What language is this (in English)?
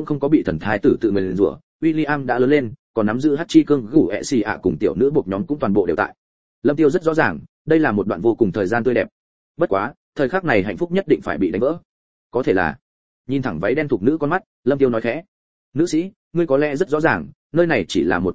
Vietnamese